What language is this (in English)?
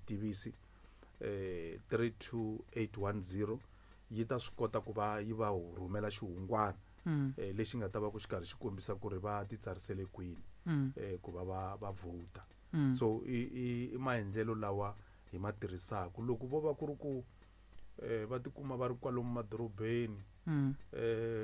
Tsonga